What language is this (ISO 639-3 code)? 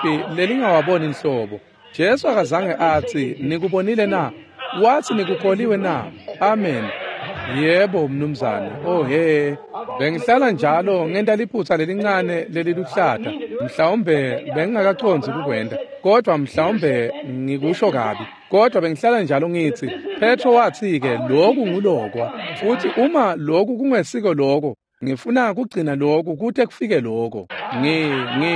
ssw